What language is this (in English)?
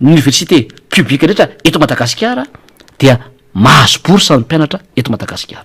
Malagasy